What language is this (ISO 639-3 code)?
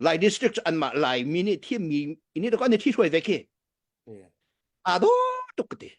cnh